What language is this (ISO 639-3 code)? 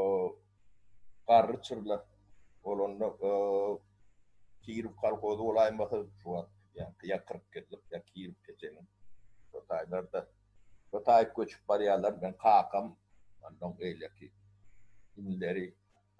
tuk